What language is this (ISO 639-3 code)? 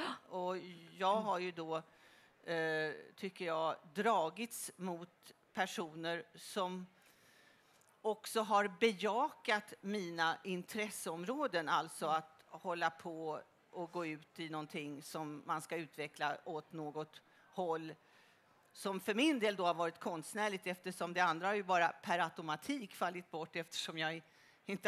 swe